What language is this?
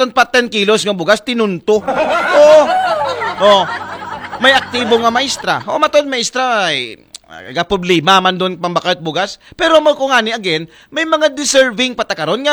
Aklanon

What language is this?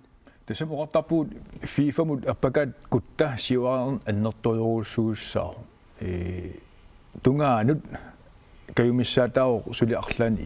Kalaallisut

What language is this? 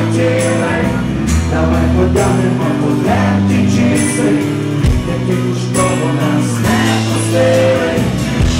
Ukrainian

